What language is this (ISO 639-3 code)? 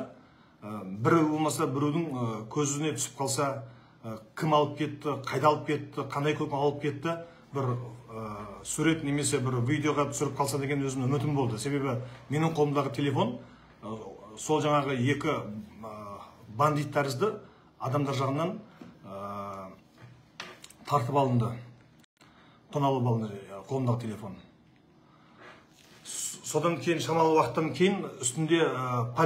kaz